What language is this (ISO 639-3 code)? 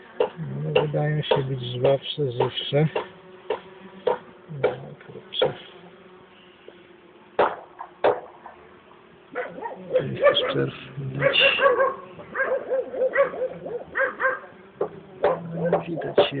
pol